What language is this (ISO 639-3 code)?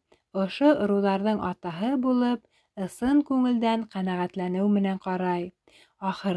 bak